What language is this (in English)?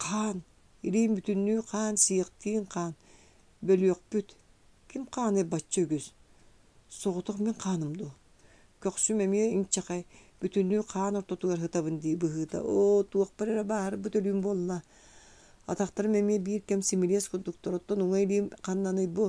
Yakut